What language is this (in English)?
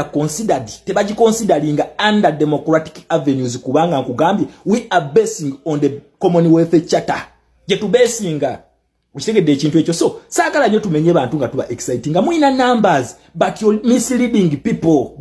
Ganda